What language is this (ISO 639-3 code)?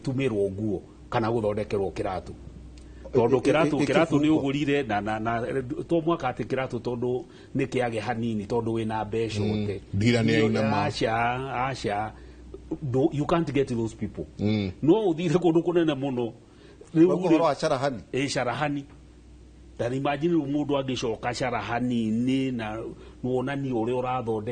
kik